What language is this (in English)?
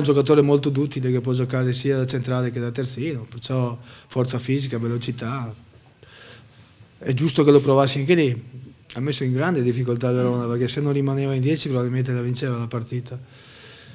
Italian